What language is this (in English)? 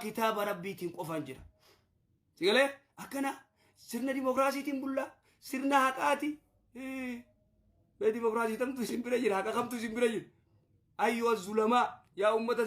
Oromo